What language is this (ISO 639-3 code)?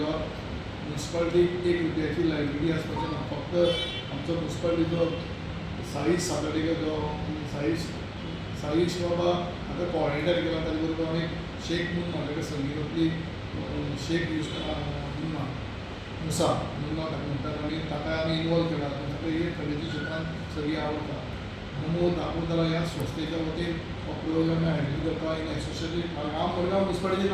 kok